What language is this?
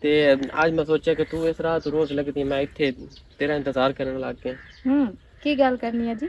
Western Panjabi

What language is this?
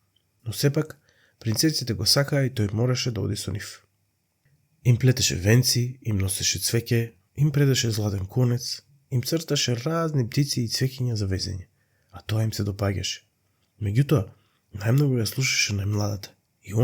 Macedonian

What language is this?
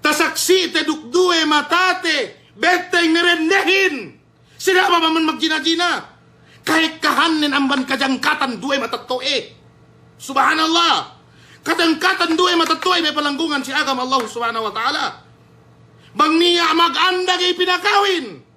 Yakan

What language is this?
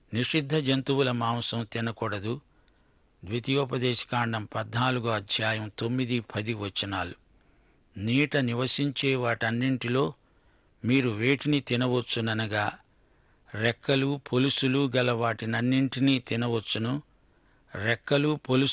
Telugu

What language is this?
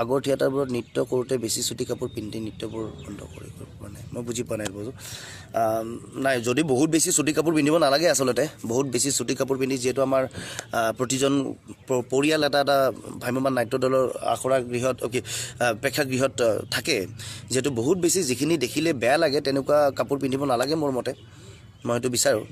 Assamese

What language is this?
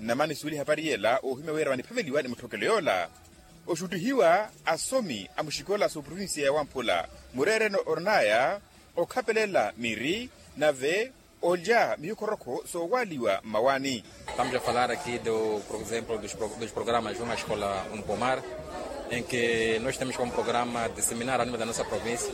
Makhuwa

